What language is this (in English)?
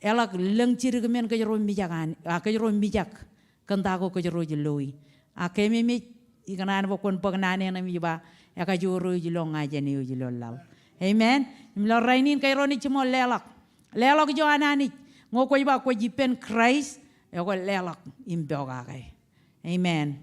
Marshallese